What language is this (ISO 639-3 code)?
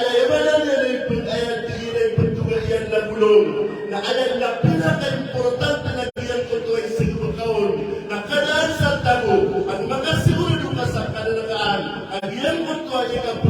mrw